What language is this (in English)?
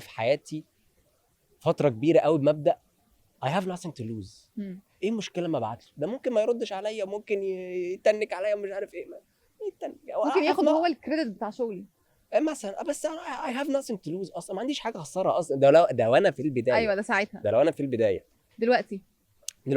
Egyptian Arabic